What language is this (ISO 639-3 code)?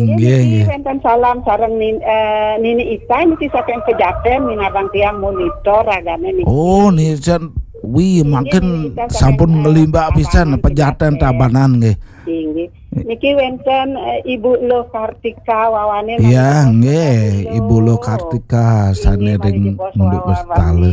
ban